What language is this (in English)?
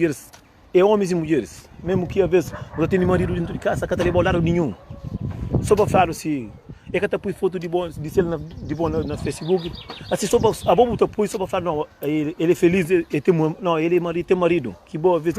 Kabuverdianu